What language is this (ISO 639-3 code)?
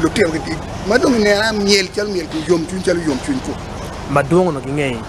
ach